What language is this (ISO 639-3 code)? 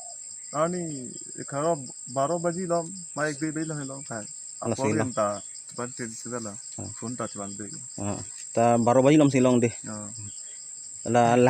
mjw